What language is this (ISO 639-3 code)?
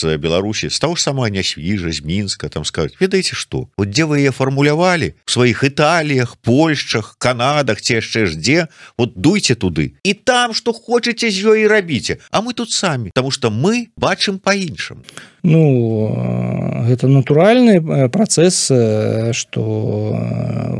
bel